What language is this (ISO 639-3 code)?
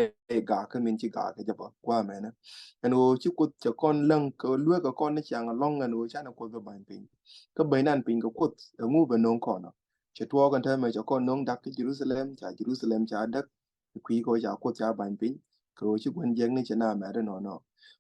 nus